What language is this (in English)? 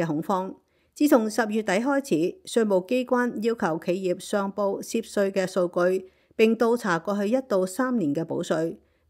Cantonese